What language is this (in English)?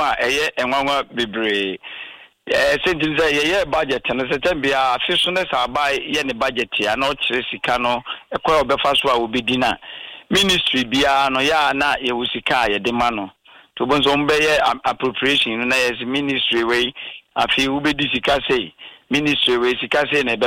Akan